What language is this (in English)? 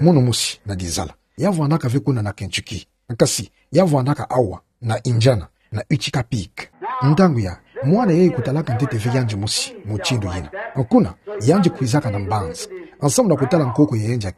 Kituba (Democratic Republic of Congo)